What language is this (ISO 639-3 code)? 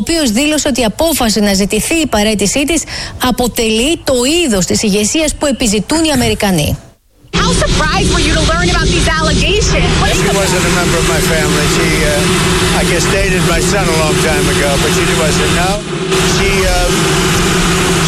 ell